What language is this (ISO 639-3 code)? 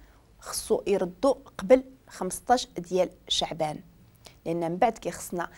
ary